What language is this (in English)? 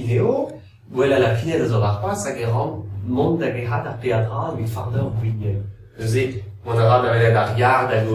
Breton